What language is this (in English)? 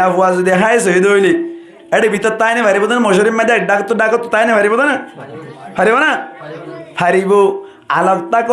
Rohingya